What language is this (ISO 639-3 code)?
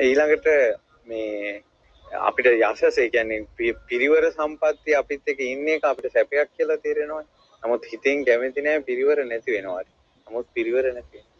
sin